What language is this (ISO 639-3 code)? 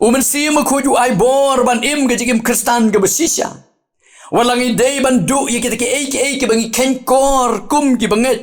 kha